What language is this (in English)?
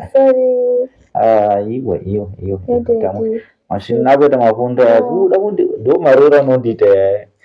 Shona